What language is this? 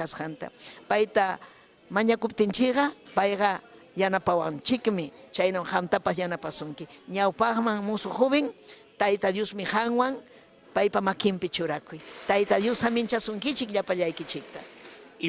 Ayacucho Quechua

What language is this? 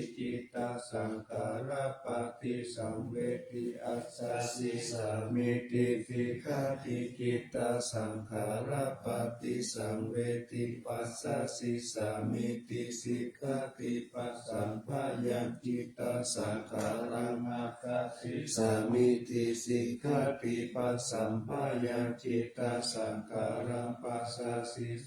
Pali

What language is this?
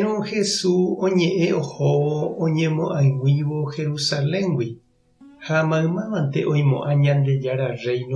Guarani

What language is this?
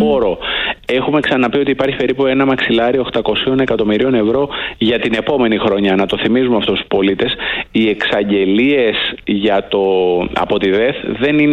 Greek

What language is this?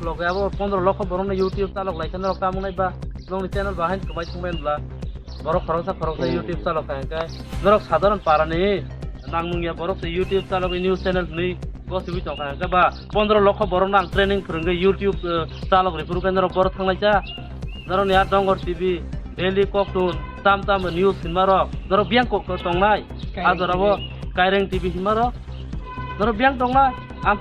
Kok Borok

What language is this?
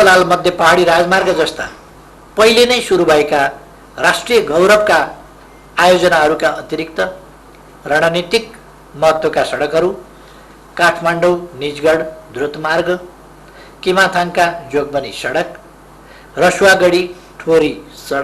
Nepali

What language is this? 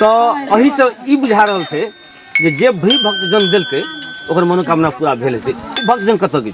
Maithili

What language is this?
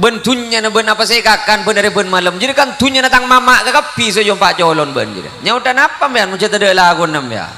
Madurese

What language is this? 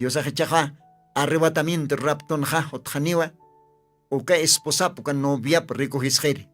Aymara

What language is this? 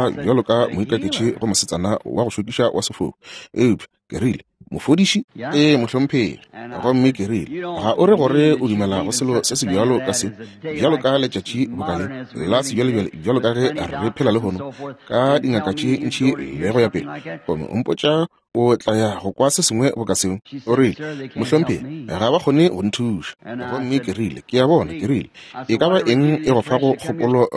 Northern Sotho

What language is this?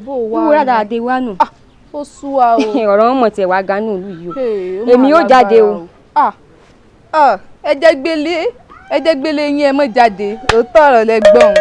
Yoruba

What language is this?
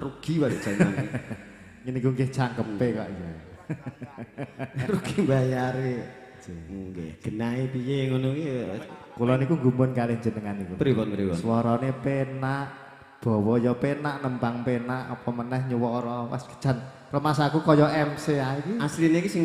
Javanese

